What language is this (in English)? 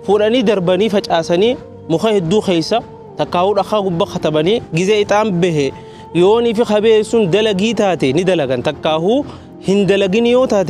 Oromo